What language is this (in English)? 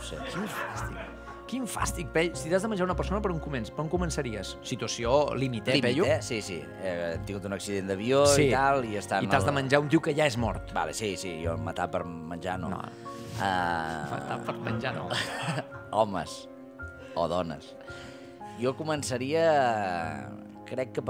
Catalan